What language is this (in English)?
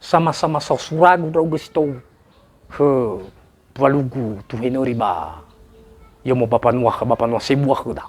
Nias